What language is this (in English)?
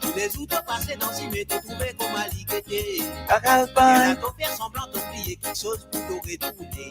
Morisyen